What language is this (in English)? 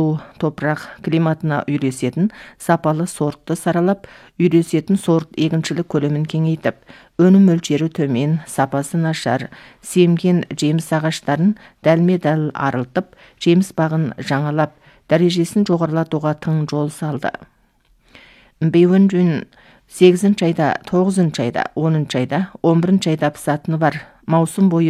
Kazakh